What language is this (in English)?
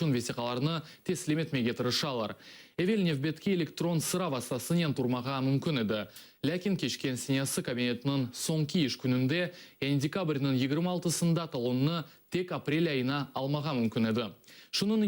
Crimean Tatar